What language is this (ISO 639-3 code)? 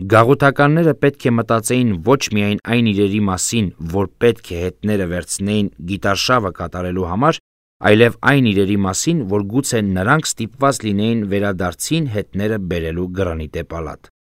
hye